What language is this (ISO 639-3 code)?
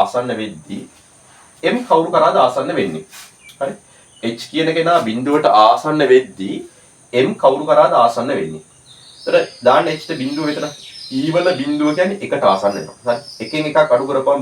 sin